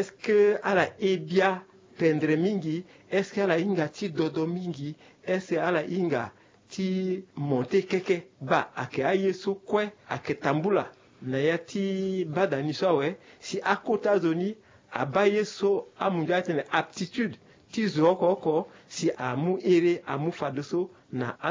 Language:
Sango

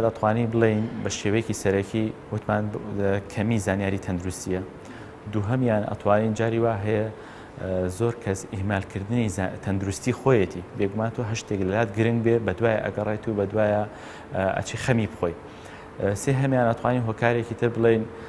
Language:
Central Kurdish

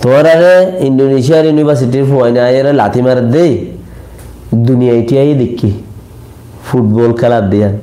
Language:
Rohingya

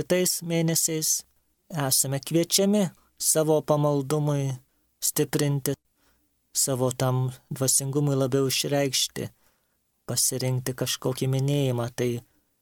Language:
Lithuanian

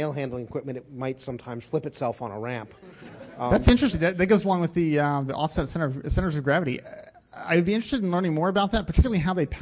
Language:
English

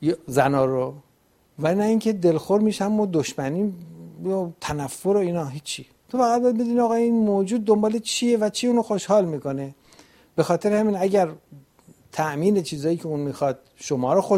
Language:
Persian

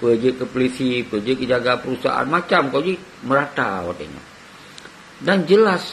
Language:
Achinese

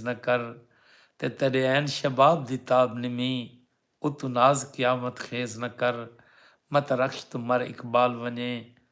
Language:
Saraiki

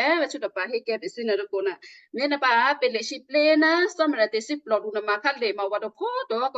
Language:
Western Kayah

